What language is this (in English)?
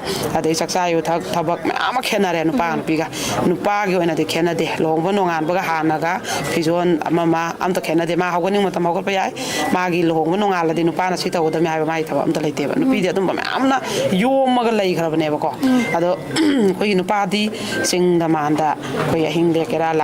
Manipuri